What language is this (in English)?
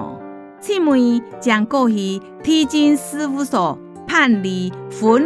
Hakka Chinese